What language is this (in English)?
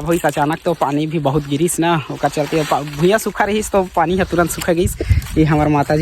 Chhattisgarhi